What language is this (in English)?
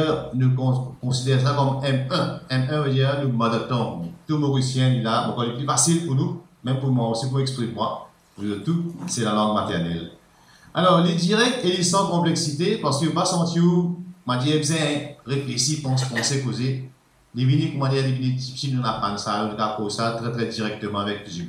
Morisyen